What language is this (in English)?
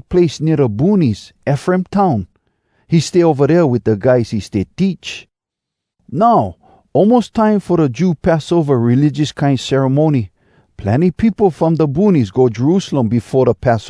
Hawai'i Creole English